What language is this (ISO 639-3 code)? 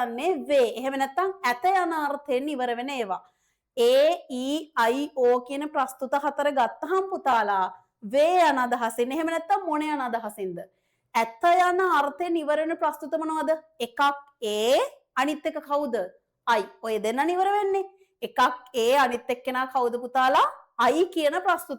sin